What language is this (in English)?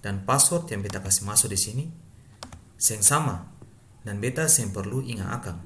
Ambonese Malay